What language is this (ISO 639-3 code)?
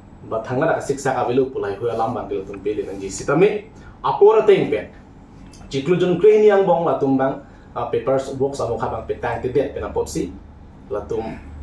mjw